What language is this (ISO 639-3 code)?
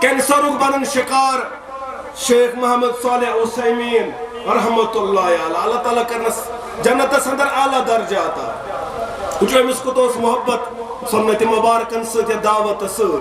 kas